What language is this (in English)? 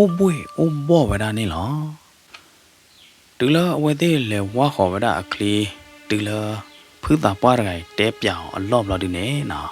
S'gaw Karen